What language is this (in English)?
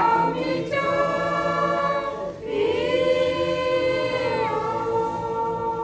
Lahu